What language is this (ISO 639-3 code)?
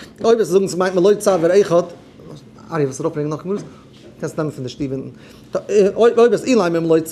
yid